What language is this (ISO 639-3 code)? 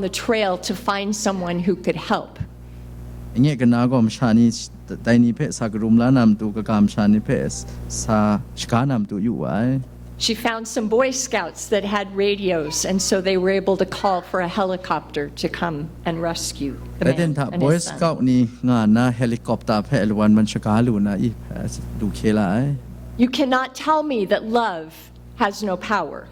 kac